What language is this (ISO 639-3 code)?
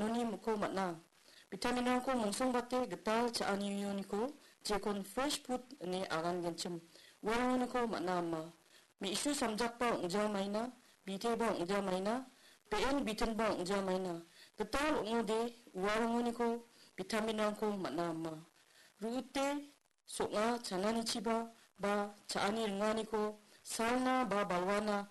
grt